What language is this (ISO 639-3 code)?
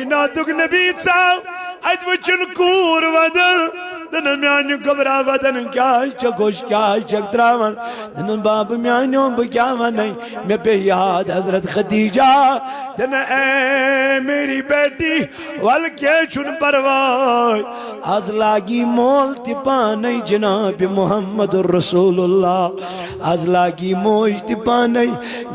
kas